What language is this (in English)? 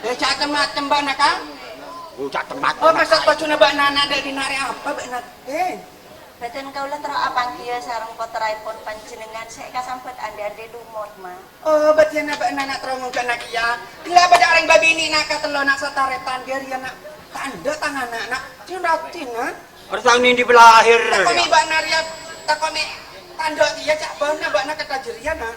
Madurese